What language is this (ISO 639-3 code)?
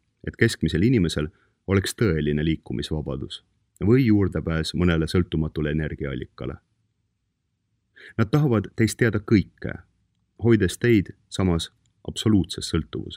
est